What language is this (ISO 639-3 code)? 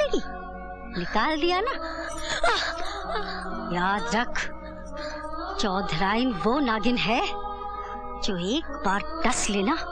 hin